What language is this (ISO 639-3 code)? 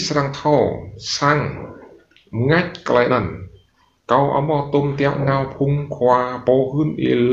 rad